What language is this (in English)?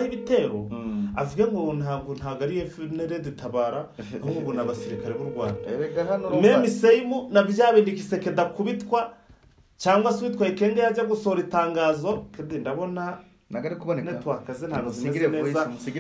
Kinyarwanda